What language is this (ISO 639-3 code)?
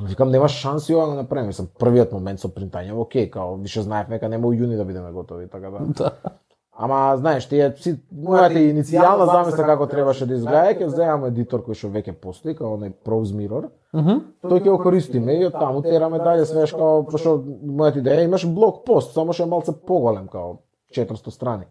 mkd